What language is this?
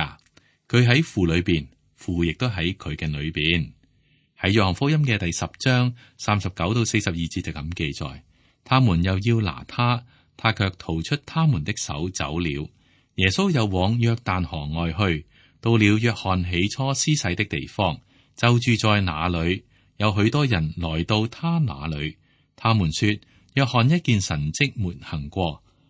Cantonese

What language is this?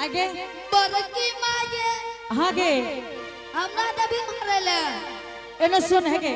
Angika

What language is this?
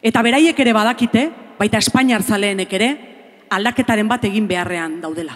Basque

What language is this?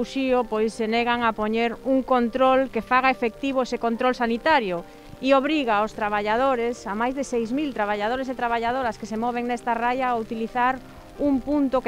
Galician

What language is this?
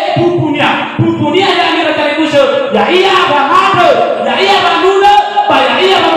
Nias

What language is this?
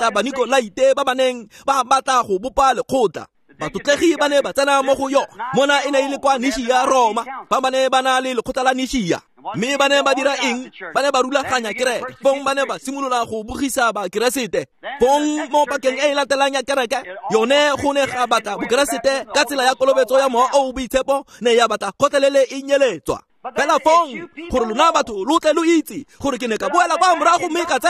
Tswana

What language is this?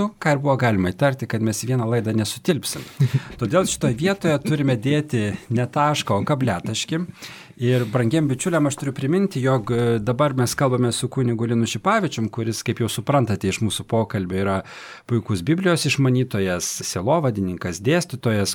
Lithuanian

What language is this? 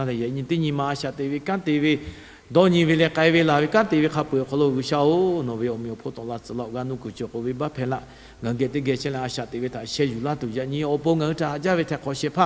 Lahu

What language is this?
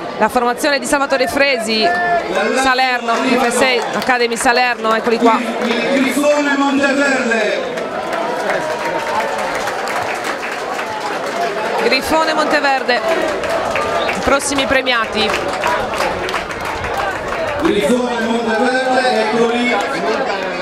Italian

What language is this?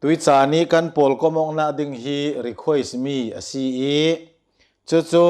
Hakha Chin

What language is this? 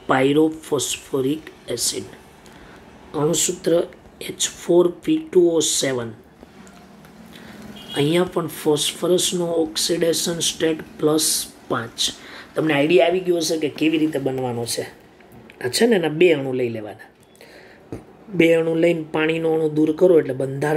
Gujarati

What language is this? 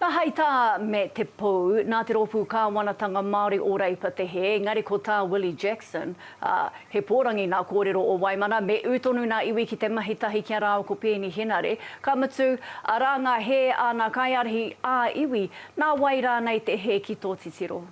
Māori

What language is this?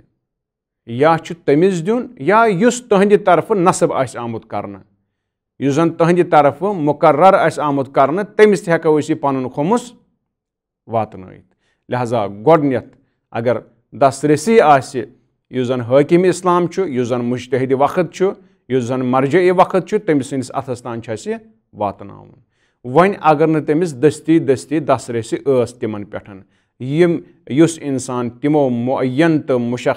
Kashmiri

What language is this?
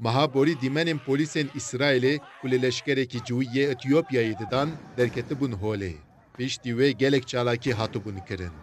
Kurdish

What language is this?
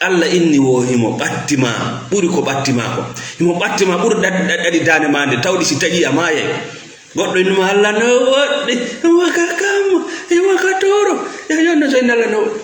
Fula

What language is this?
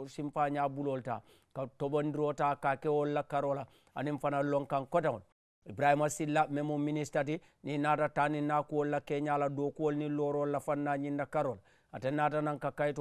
Mandingo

